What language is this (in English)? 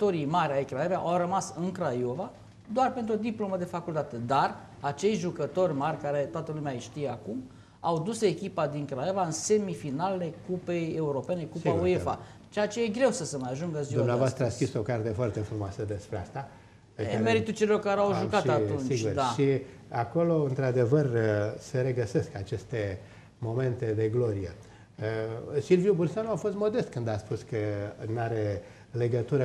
Romanian